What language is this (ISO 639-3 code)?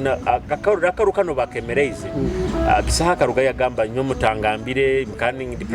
nyo